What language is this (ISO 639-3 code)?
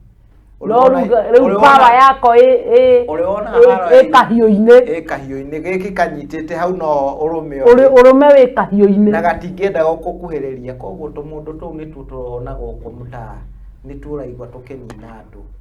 kik